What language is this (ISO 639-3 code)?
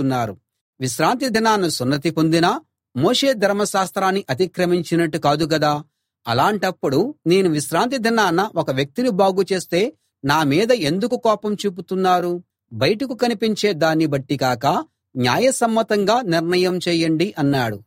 tel